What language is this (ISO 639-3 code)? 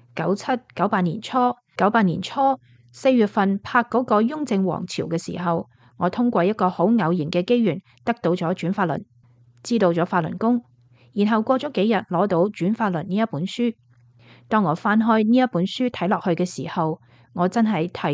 yue